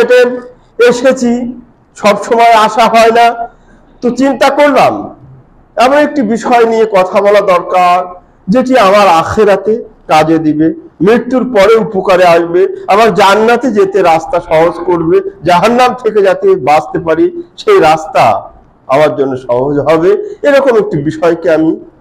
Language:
Bangla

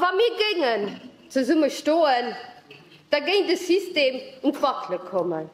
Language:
Luxembourgish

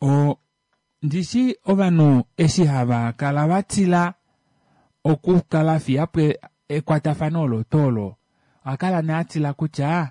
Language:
Kuanyama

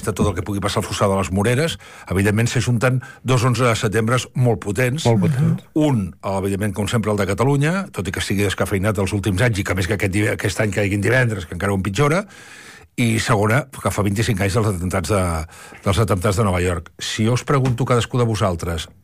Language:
Catalan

